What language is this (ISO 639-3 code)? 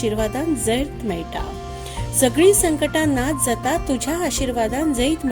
kok